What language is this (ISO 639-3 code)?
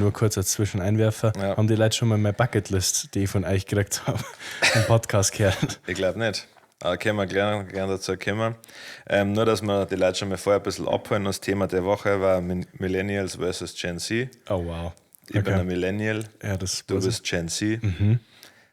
bar